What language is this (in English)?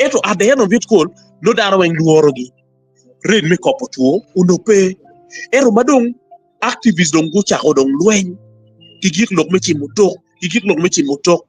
Acoli